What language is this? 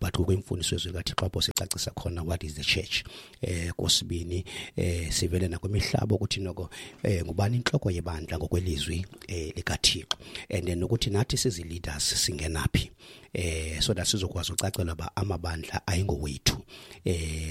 Xhosa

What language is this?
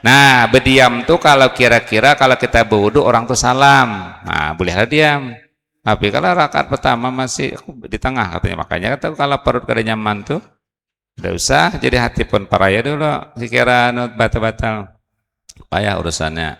Banjar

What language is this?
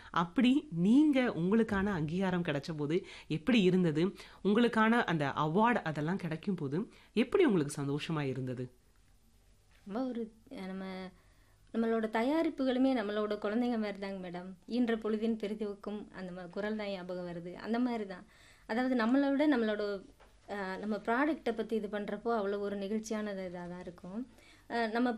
Tamil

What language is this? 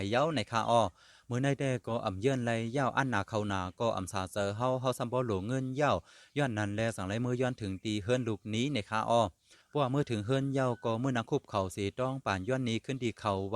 Shan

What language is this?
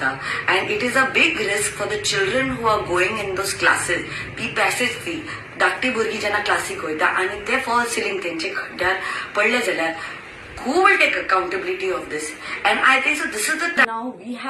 Konkani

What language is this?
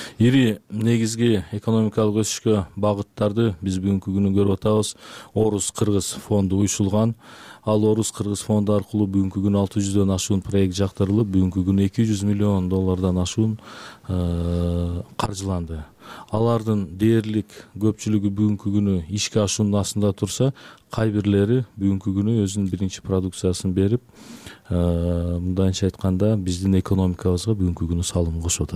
Kyrgyz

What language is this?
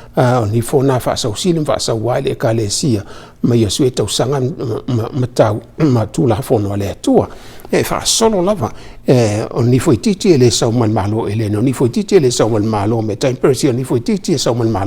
Samoan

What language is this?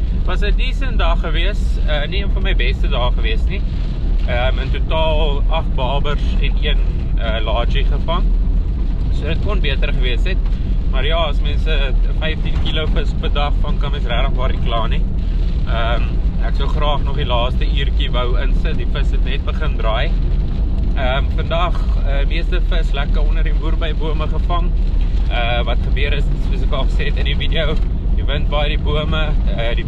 Afrikaans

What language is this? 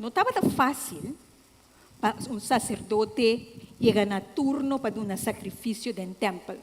Papiamento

